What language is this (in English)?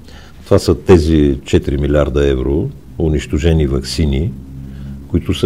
Bulgarian